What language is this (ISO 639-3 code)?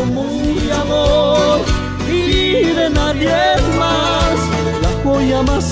spa